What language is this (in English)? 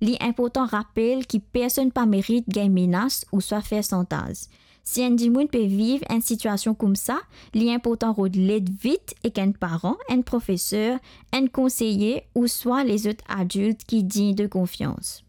Morisyen